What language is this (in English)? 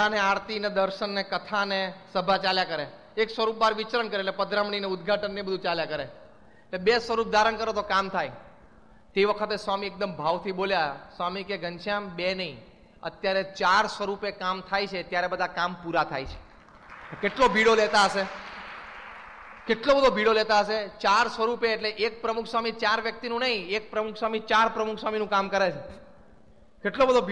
Gujarati